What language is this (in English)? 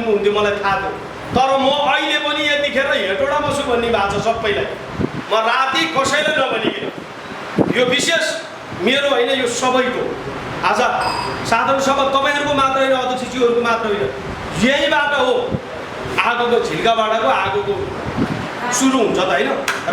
Nepali